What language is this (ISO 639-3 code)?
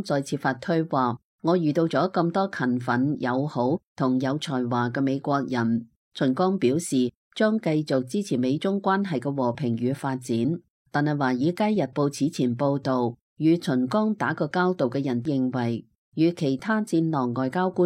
yue